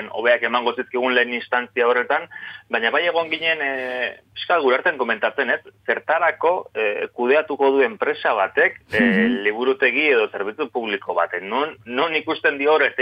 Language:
Basque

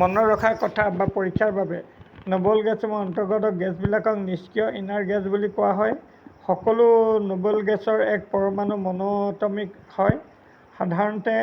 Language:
Assamese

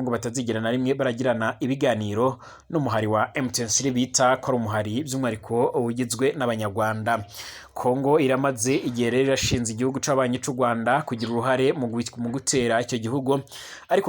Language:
Rundi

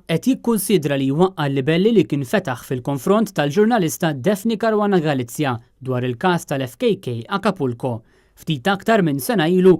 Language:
Maltese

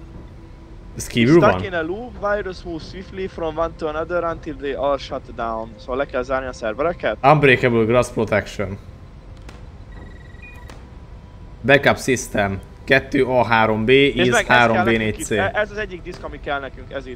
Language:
Hungarian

